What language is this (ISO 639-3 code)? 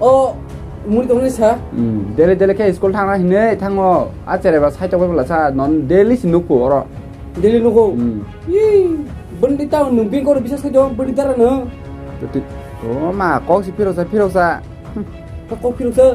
trp